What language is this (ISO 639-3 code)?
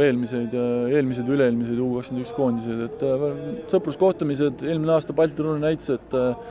est